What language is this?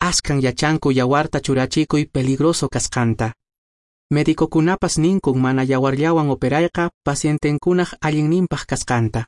Quechua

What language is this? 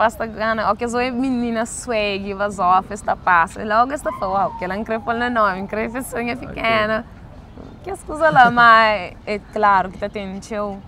Kabuverdianu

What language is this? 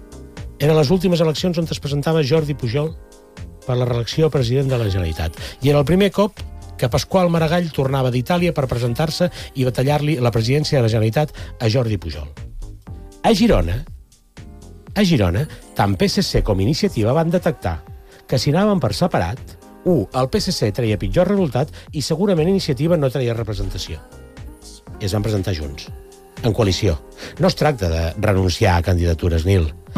Catalan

